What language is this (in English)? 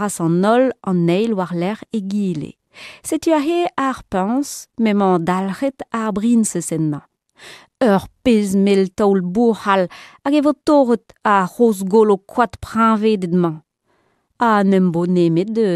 Breton